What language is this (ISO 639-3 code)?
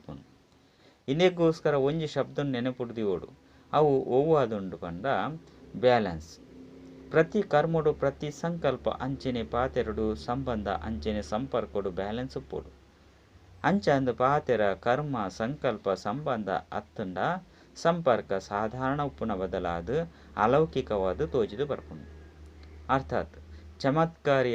tcy